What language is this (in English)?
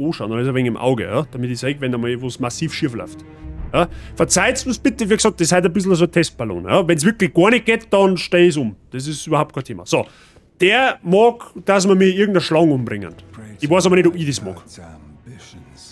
Bavarian